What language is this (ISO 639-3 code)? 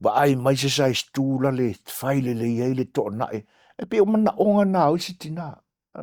smo